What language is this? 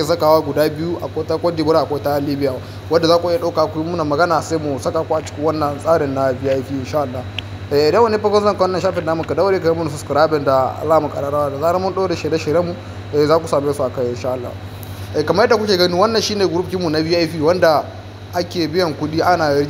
Hausa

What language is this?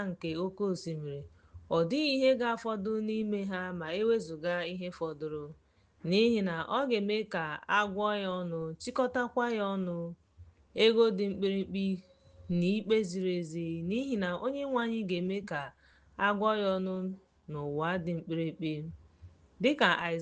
Igbo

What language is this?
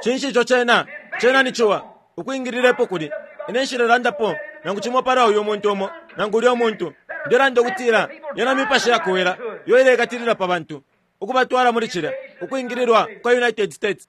Bemba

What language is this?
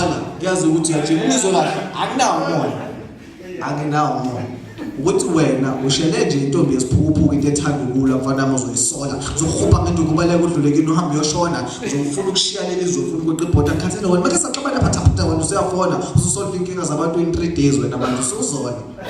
Zulu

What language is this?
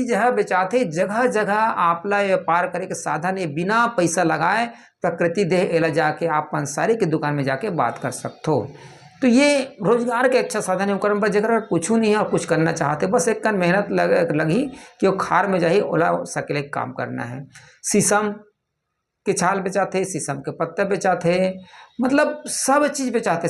Chhattisgarhi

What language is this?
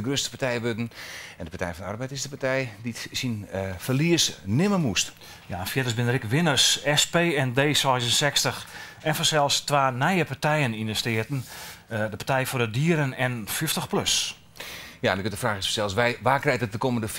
Western Frisian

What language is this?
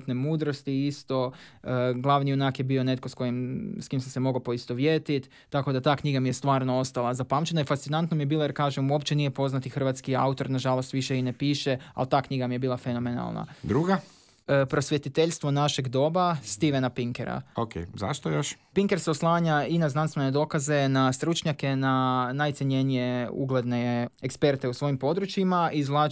Croatian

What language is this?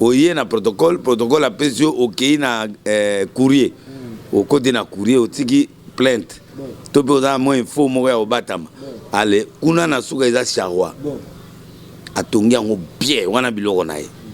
Lingala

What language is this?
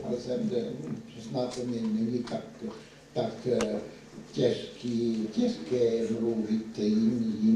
Czech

